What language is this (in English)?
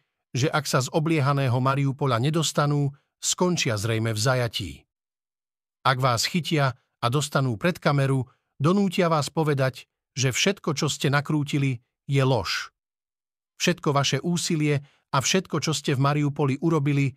Slovak